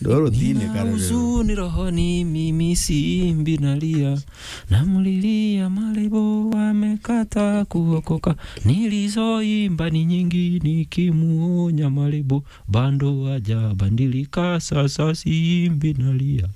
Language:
Meru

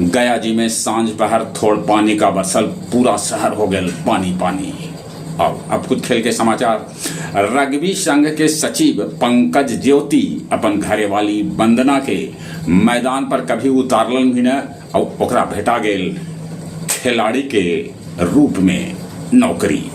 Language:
Magahi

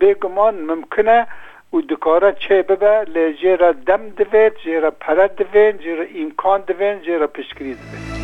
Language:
Kurdish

